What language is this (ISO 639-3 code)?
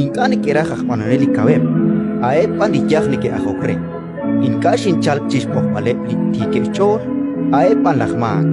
kek